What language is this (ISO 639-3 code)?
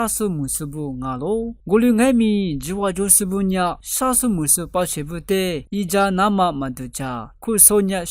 lis